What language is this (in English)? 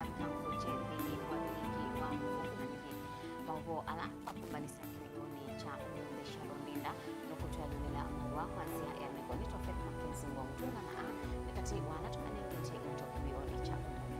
Kamba